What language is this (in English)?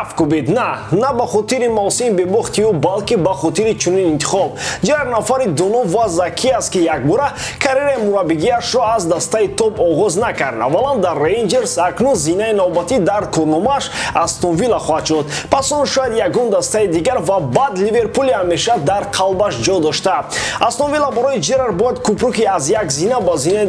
Tajik